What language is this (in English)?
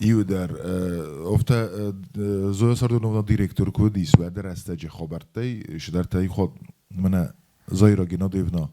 Ossetic